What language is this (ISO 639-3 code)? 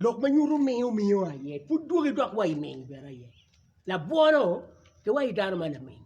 ach